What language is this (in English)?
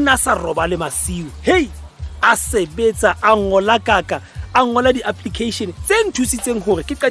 Southern Sotho